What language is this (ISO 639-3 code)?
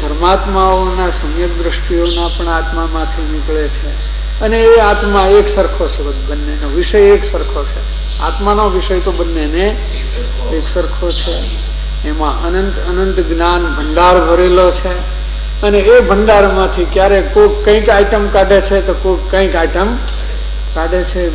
guj